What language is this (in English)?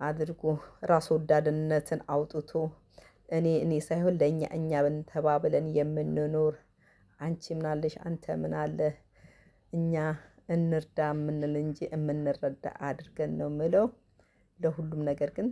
Amharic